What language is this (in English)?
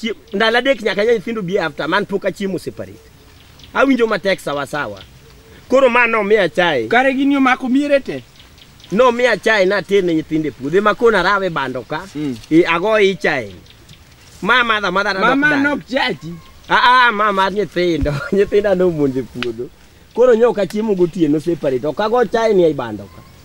Luo (Kenya and Tanzania)